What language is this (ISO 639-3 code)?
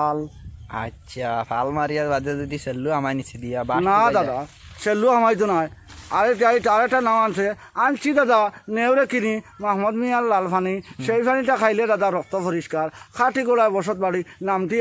syl